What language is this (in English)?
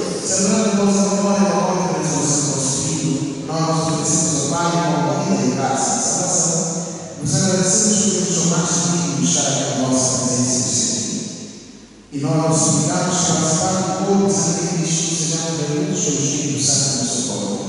Portuguese